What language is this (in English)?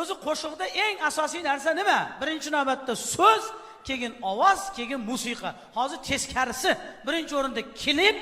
Uzbek